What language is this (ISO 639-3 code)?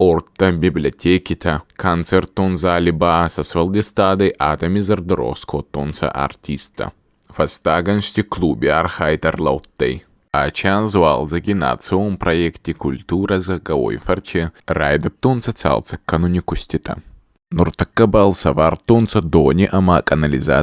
oss